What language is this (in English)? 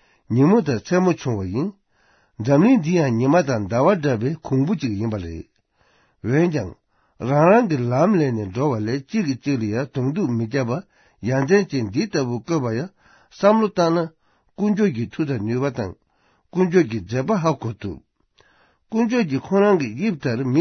Tibetan